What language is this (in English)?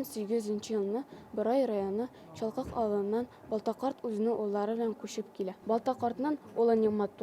Bashkir